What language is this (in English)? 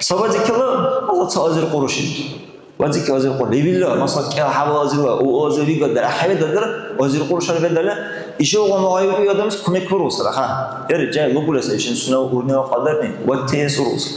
Dargwa